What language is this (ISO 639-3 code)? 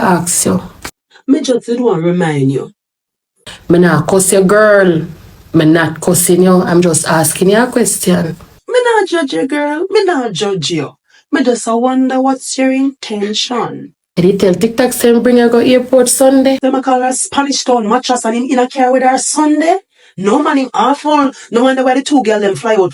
jam